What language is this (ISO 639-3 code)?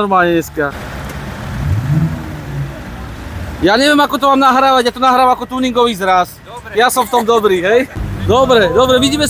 slk